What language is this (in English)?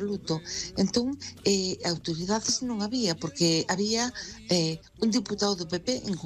Galician